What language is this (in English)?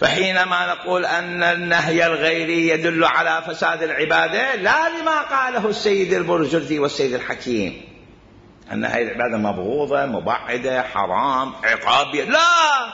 Mesopotamian Arabic